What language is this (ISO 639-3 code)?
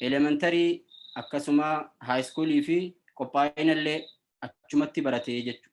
orm